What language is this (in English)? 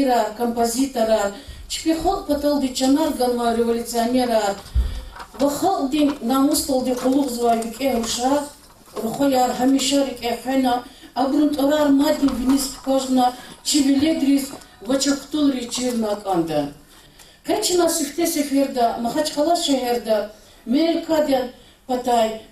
Lezghian